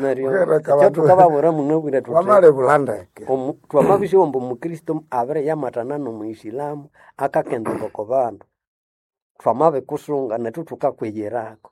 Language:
Nande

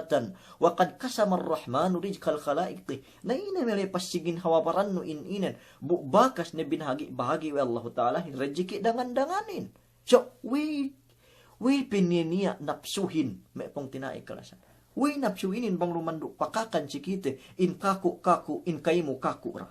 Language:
Yakan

